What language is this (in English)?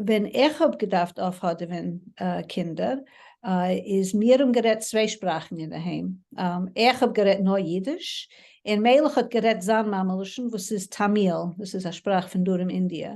Yiddish